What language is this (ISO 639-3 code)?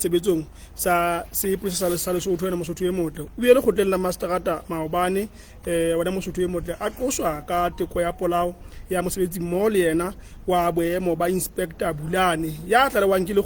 sot